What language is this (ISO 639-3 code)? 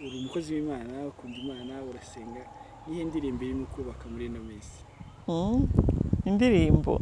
run